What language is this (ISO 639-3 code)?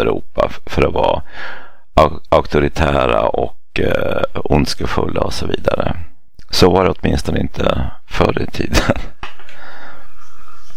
swe